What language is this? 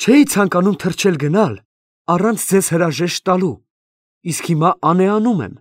Armenian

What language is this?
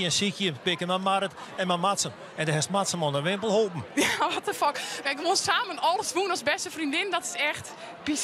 Western Frisian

